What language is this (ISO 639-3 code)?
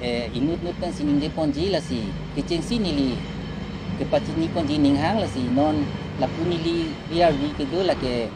mjw